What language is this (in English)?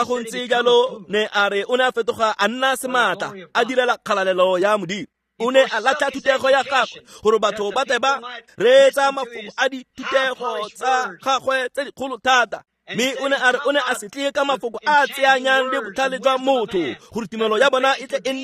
Tswana